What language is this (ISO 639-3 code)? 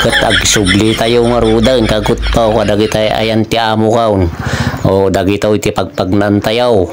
ilo